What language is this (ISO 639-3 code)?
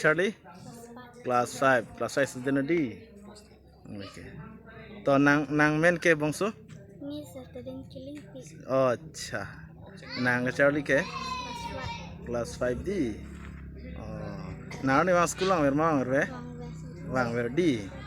mjw